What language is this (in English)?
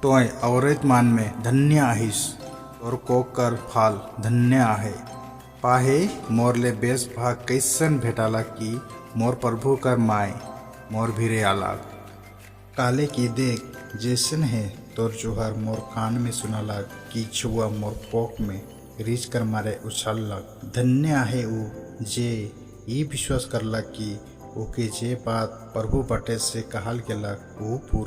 Sadri